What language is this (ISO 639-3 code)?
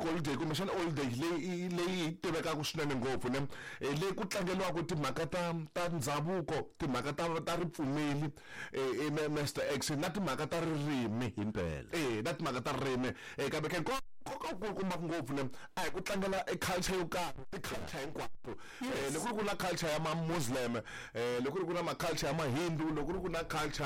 tso